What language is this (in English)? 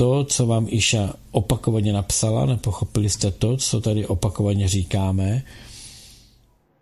Czech